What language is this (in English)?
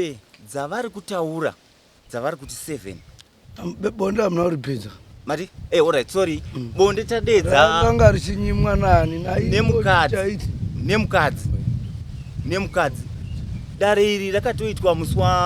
Shona